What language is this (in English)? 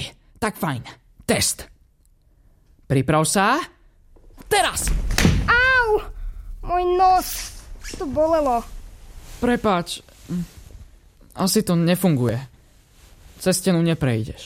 Slovak